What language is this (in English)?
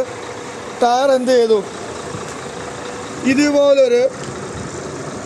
Malayalam